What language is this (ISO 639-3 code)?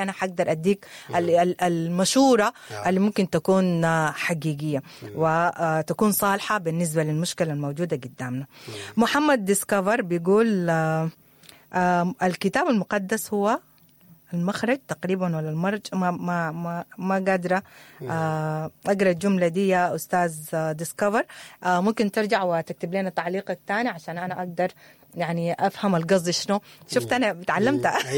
apd